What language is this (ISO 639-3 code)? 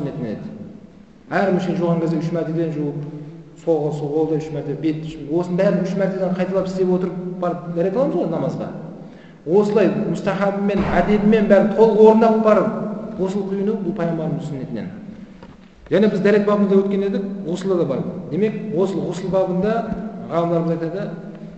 kaz